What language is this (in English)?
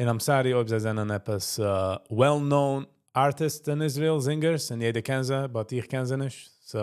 Yiddish